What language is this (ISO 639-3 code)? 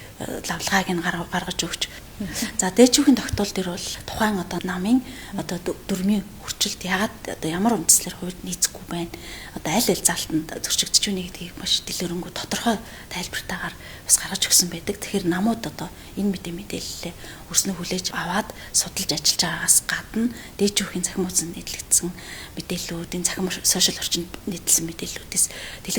mon